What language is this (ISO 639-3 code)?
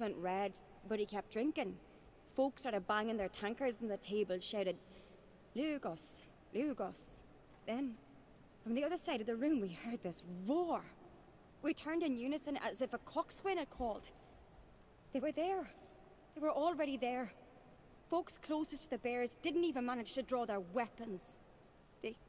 eng